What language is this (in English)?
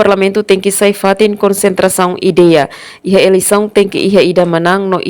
Tetum